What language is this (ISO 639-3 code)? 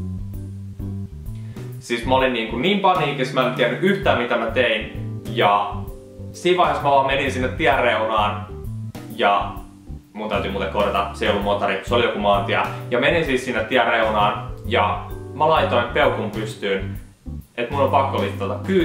fin